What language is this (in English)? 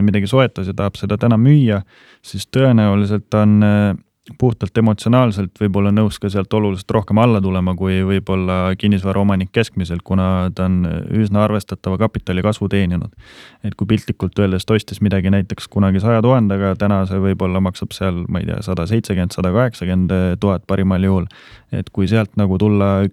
Estonian